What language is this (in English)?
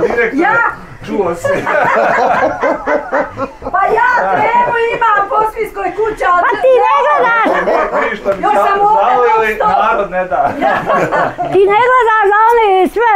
Bosnian